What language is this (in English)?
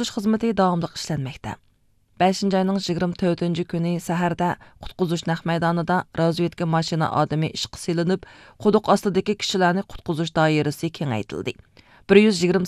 Uyghur